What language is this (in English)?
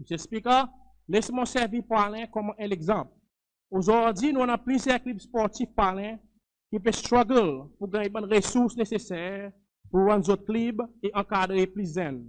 Seselwa Creole French